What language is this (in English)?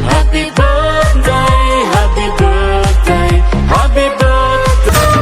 Chhattisgarhi